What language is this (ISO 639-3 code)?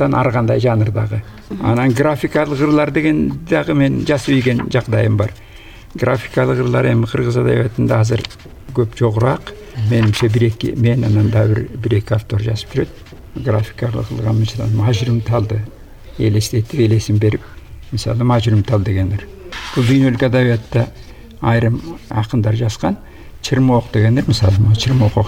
kir